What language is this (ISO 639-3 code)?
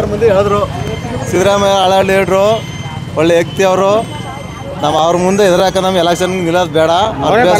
kan